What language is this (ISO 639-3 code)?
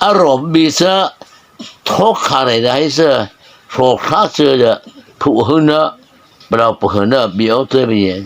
mrh